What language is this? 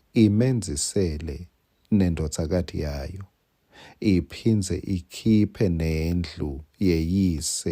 Swati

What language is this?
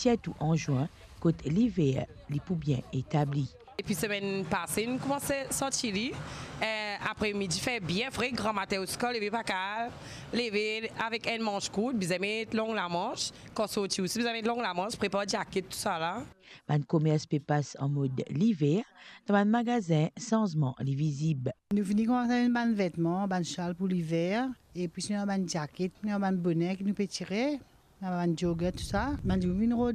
Morisyen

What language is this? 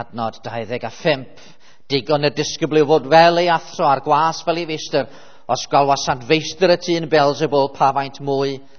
Welsh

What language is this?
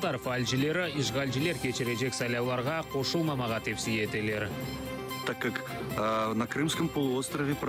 Crimean Tatar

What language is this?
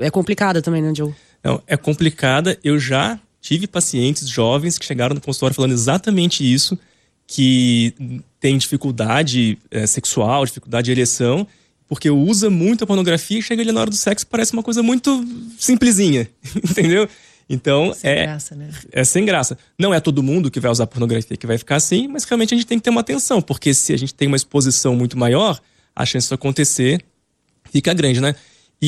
Portuguese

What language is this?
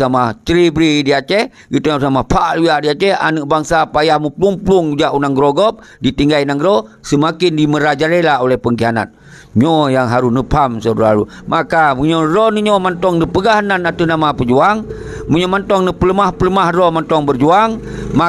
Achinese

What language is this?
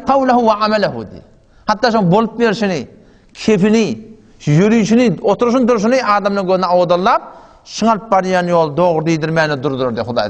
Turkmen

